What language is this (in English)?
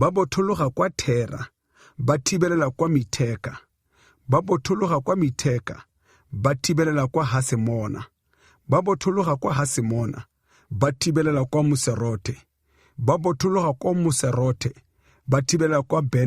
Tswana